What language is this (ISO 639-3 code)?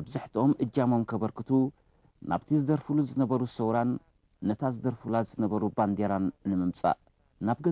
tir